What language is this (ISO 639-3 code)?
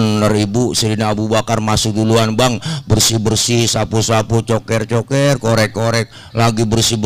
bew